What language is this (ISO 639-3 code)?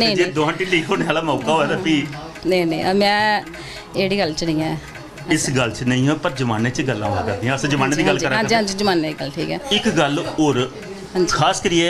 doi